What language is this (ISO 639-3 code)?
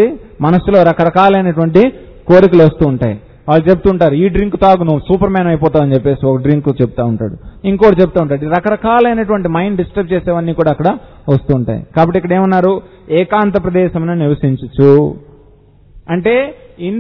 tel